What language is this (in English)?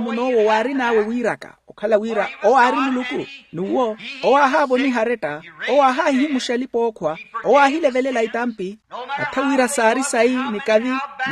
Makhuwa